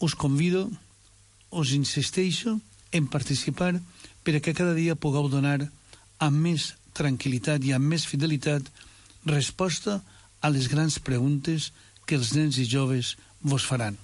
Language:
Catalan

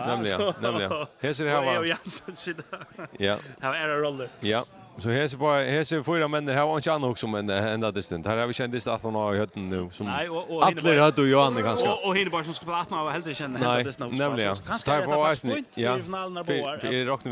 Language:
Faroese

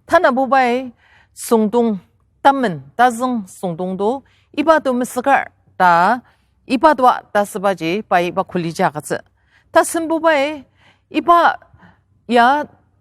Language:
Ao Naga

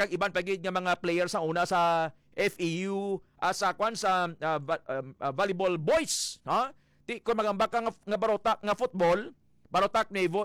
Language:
Hiligaynon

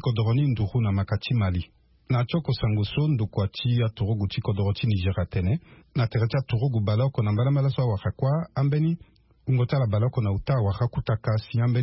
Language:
Sango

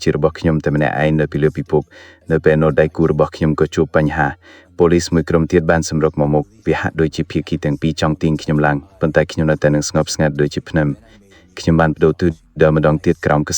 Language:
Khmer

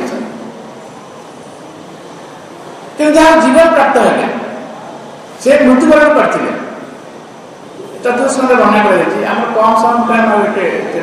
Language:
Odia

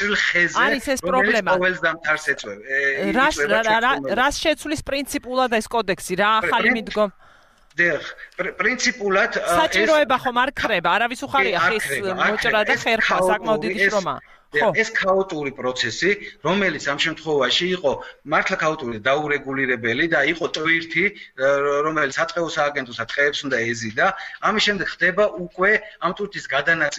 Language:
Georgian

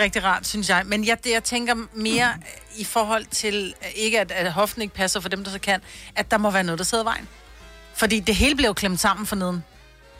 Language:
Danish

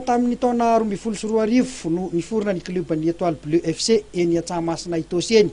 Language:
Malagasy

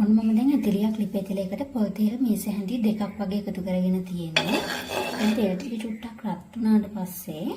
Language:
Sinhala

